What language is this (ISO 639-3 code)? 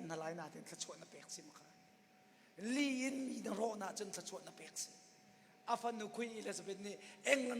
cnh